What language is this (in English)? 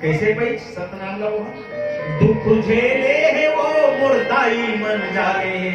Chhattisgarhi